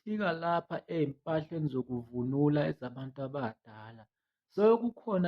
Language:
Zulu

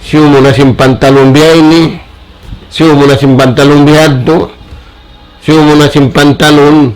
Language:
Tausug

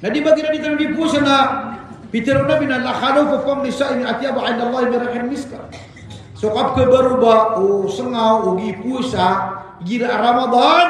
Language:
Maranao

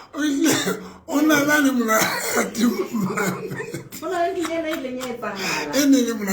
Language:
Southern Sotho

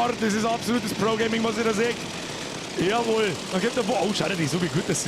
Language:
Bavarian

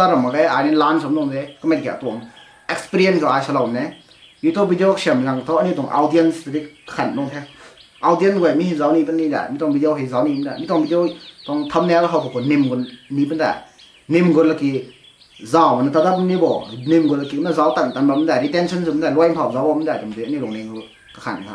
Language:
Rongmei Naga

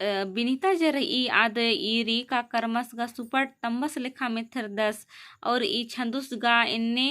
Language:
Kurukh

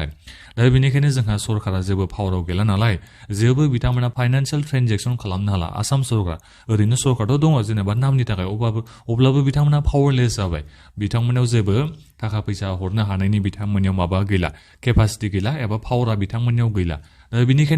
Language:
Bodo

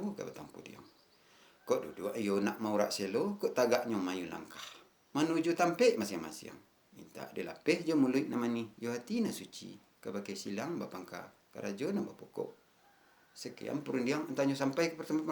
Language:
Minangkabau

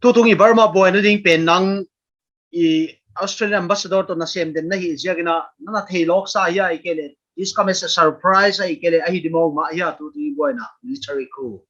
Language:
Paite Chin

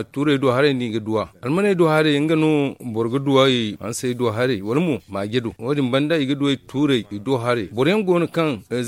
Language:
Zarma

